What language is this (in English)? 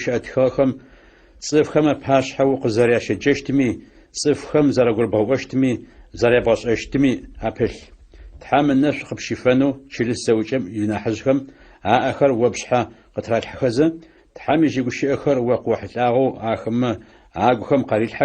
Adyghe